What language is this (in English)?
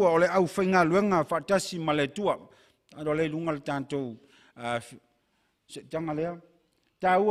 Samoan